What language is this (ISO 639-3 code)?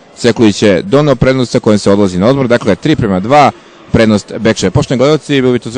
srp